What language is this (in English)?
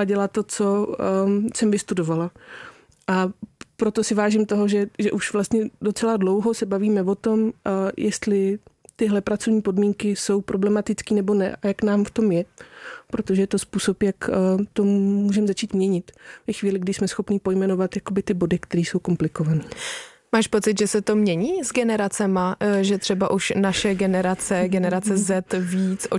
Czech